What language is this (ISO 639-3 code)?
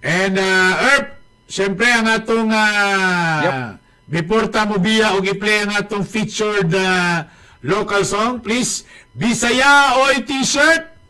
ceb